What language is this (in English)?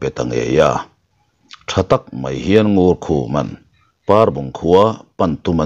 Mizo